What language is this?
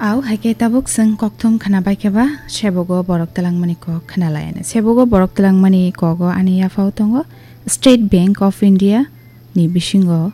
Kok Borok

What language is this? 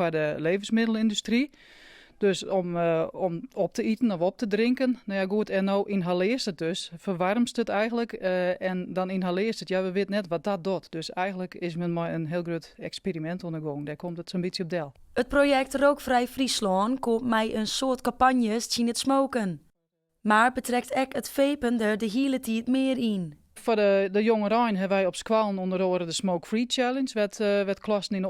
Western Frisian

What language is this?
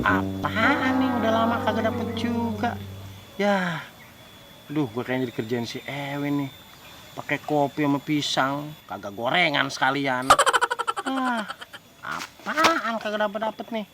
Betawi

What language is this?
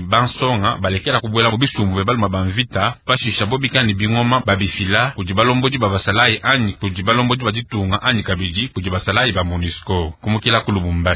Luba-Lulua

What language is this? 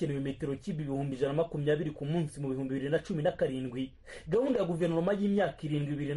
Kinyarwanda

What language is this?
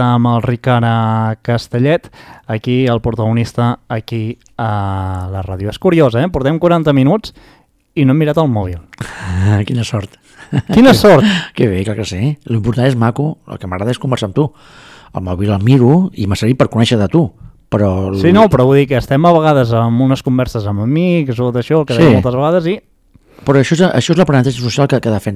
Catalan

